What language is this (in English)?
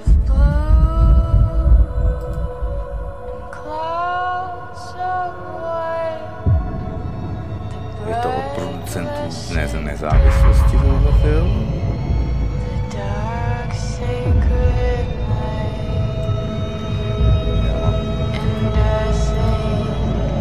Czech